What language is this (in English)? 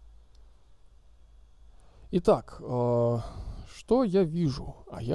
Russian